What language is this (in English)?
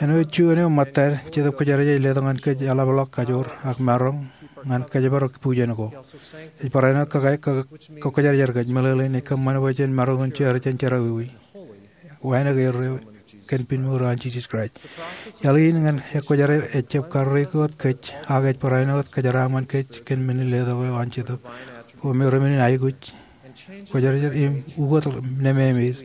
Marshallese